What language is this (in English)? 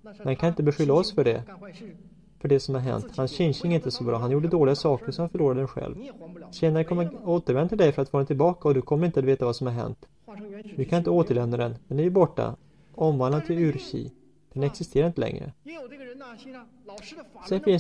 Swedish